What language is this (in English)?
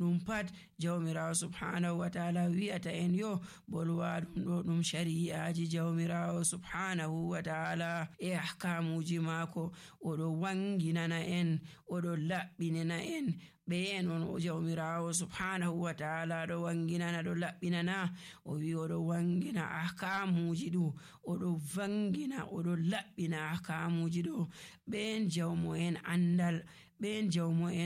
Nigerian Fulfulde